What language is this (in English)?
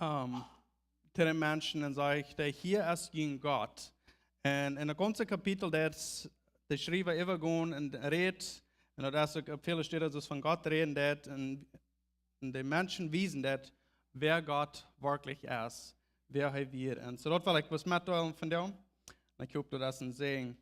Plautdietsch